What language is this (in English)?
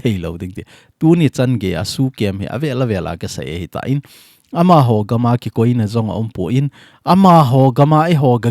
Thado Chin